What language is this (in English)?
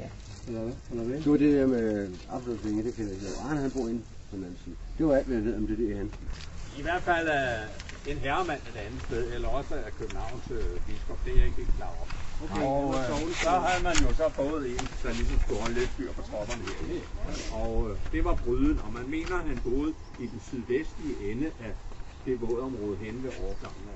Danish